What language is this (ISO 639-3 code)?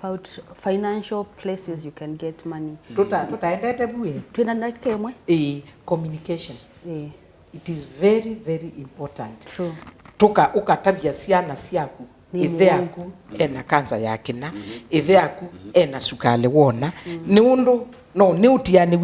kam